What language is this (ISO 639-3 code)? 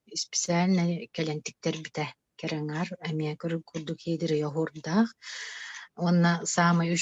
sah